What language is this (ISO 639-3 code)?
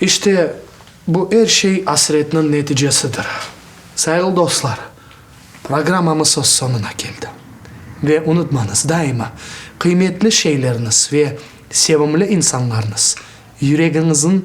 crh